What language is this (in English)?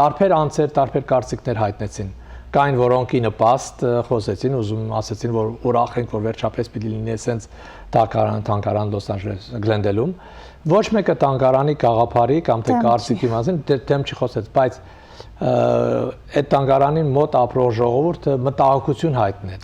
Western Armenian